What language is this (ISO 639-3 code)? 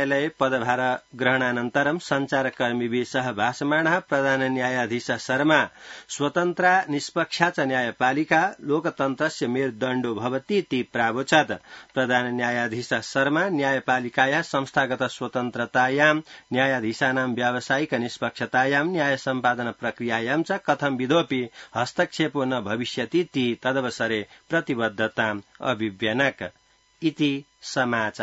san